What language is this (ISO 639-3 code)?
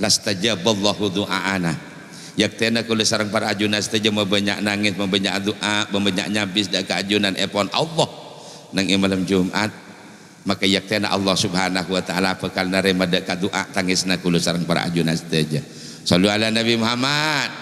mad